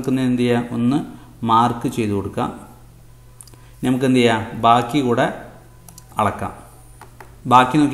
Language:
Malayalam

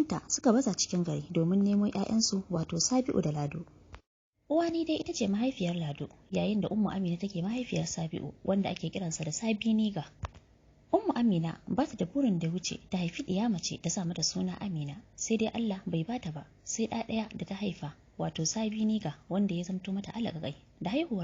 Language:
Hausa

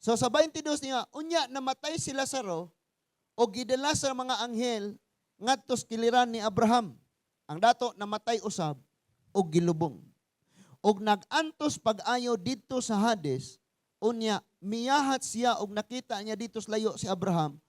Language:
Cebuano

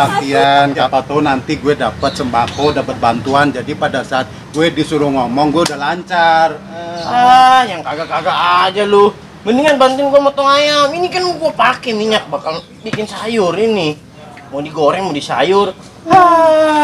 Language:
Betawi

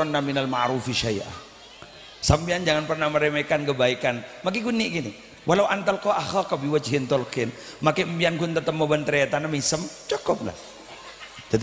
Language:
Madurese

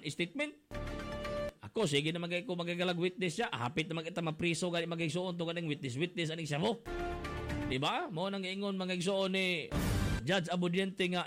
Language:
Cebuano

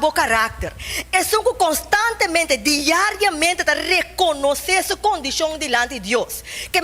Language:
Papiamento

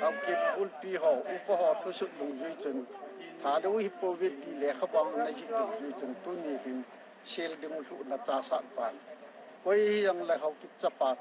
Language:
Thado Chin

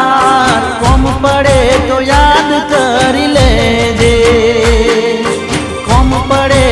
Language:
Gujarati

